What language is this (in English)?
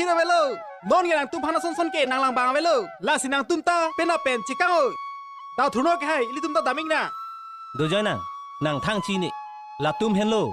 Karbi